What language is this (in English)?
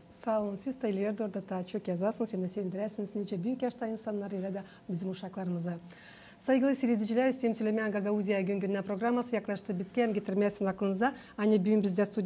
Gagauz